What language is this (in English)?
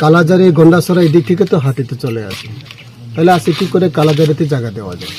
Riang (India)